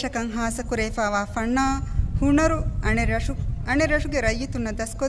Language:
Divehi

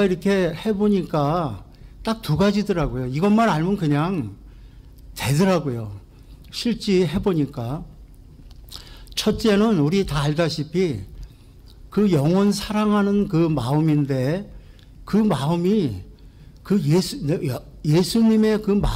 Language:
Korean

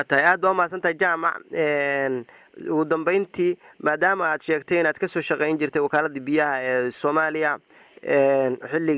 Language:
Somali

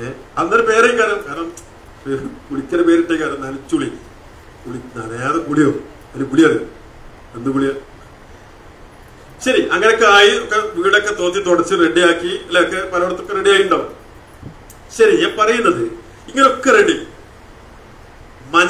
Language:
Malayalam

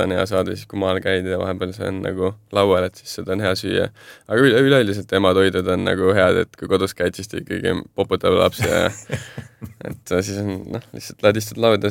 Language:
Estonian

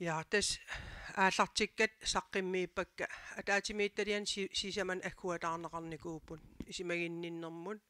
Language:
Kalaallisut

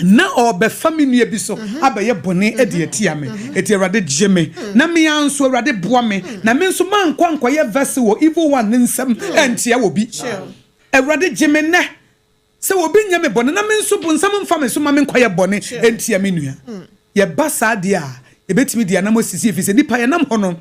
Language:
Akan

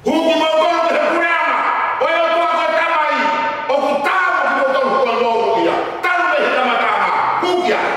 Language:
Tongan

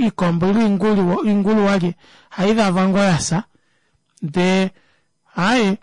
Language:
Kuanyama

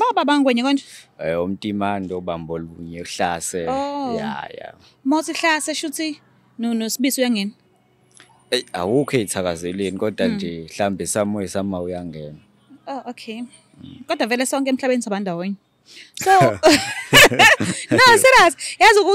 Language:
Zulu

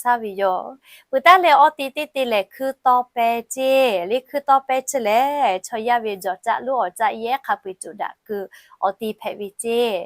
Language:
Lahu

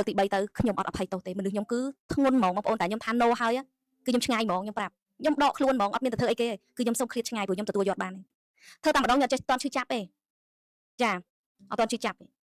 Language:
Khmer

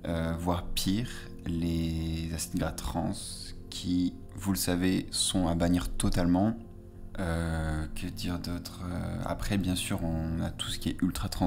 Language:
French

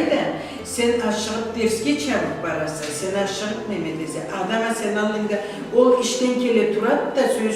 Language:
Karachay-Balkar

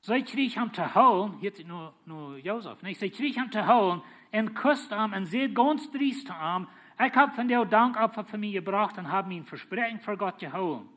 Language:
Plautdietsch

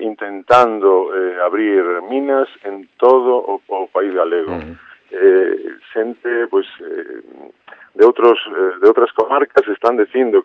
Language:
Galician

